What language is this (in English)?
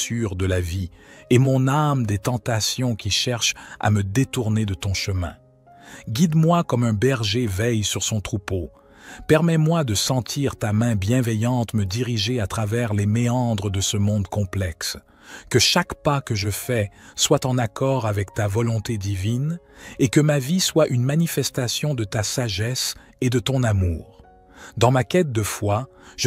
French